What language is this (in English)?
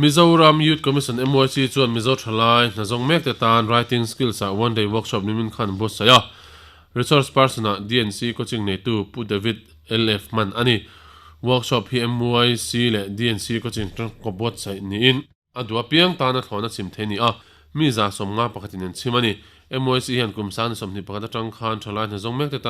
Mizo